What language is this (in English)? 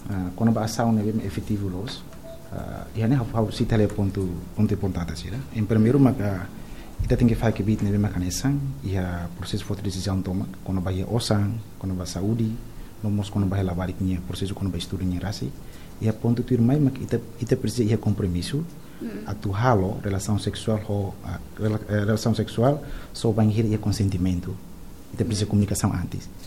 Tetum